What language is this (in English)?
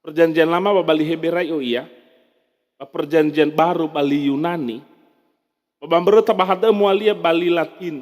Nias